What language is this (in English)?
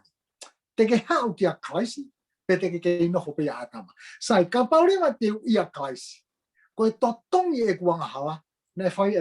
Tongan